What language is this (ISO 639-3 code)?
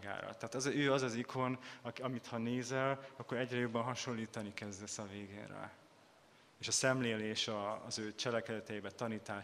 hun